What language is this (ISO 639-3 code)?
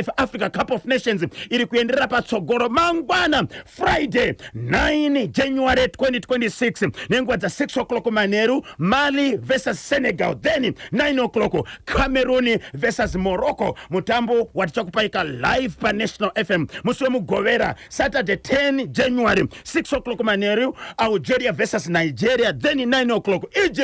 sna